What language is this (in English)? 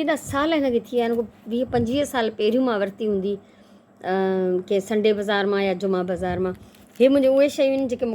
Sindhi